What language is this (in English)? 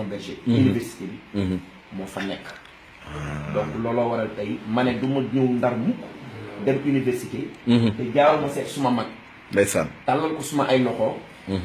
Wolof